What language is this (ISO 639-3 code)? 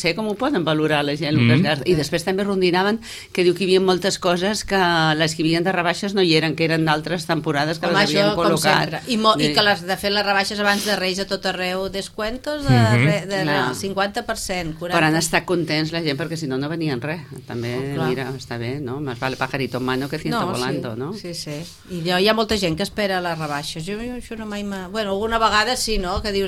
cat